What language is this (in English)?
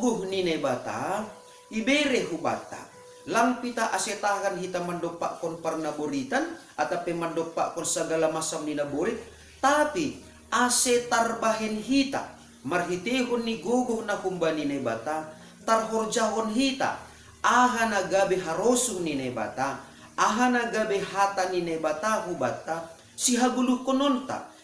Batak Simalungun